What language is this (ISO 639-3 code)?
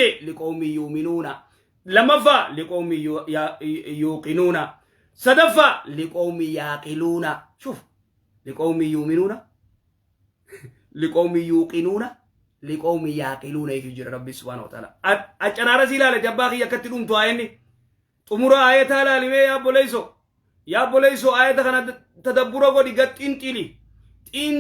orm